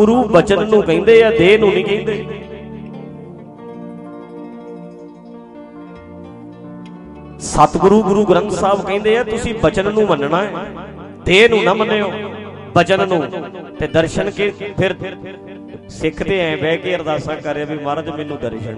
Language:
Punjabi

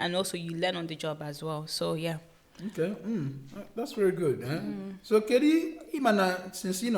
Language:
Igbo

